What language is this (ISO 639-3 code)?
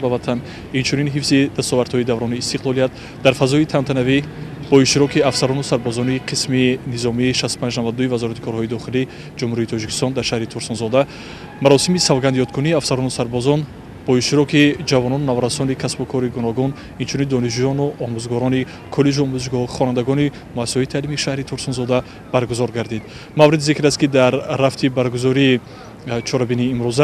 tgk